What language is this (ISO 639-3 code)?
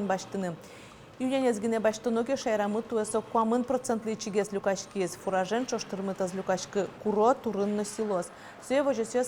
udm